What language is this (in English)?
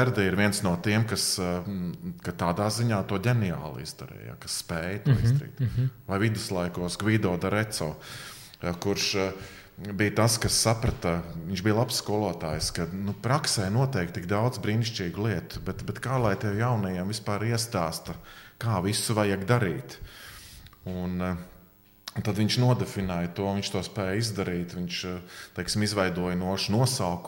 Latvian